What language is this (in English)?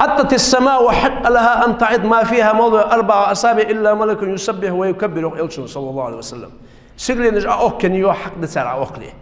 Ingush